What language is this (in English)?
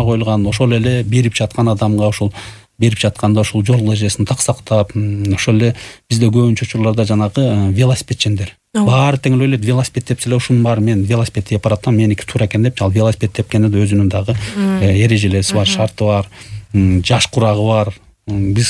Kyrgyz